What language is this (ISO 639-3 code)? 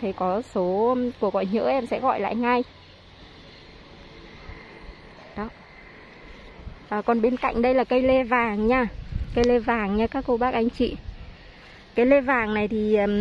vie